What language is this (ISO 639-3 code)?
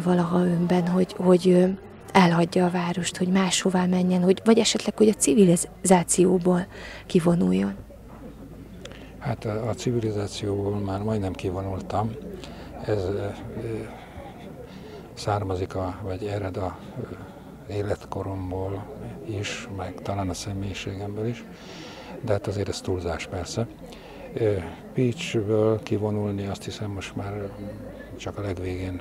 hun